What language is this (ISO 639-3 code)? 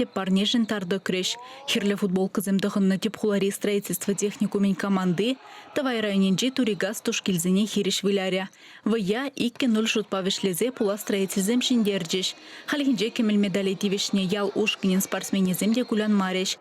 chv